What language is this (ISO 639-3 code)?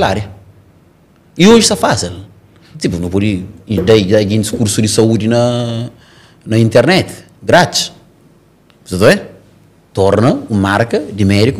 por